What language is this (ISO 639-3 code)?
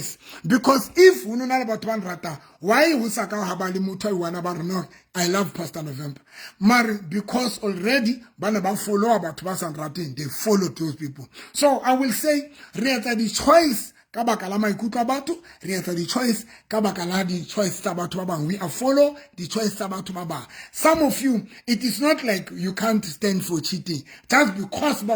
sot